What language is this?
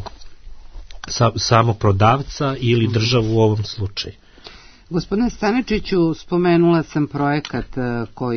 Serbian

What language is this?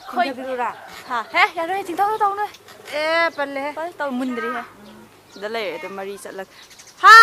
Manipuri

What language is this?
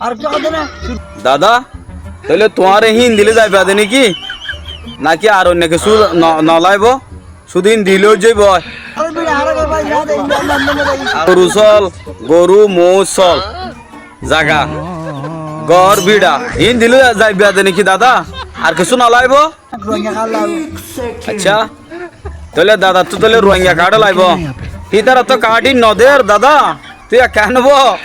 Rohingya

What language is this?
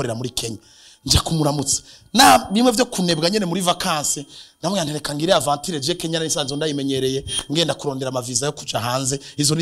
Rundi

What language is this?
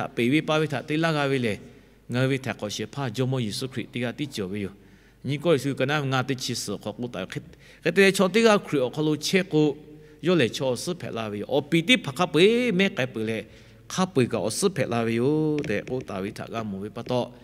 Lahu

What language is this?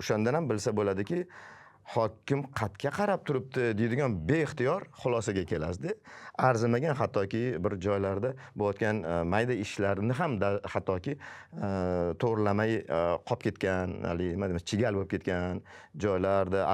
Uzbek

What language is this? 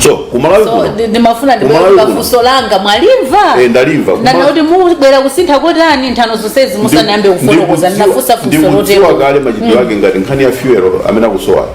Nyanja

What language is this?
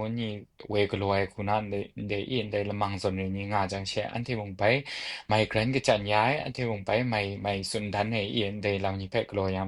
Kachin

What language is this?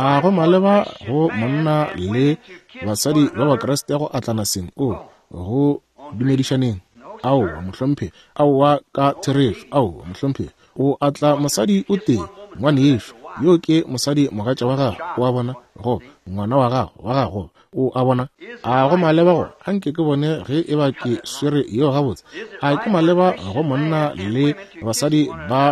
Northern Sotho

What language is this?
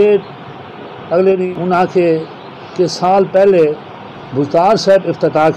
Saraiki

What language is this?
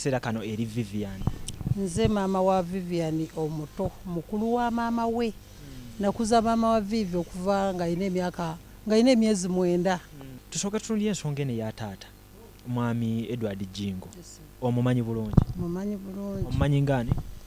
Ganda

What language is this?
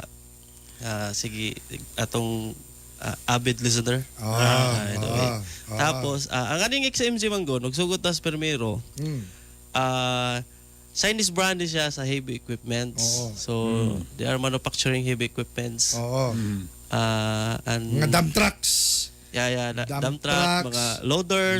Cebuano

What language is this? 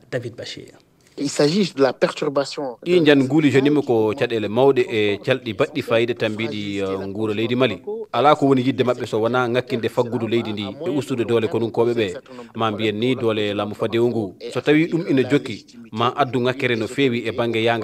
Fula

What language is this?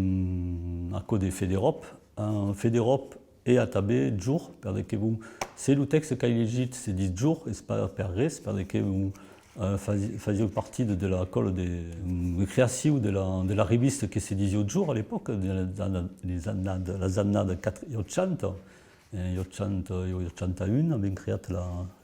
Occitan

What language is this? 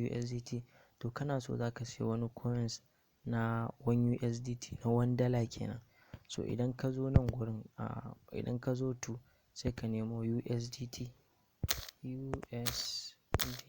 Hausa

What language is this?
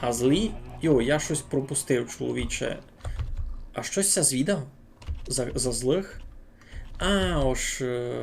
Rusyn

